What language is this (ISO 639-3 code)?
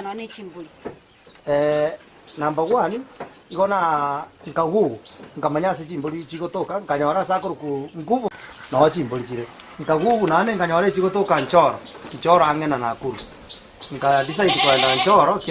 guz